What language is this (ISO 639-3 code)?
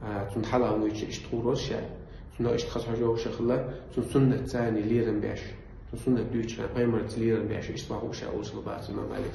che